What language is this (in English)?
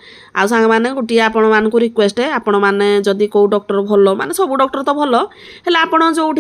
Odia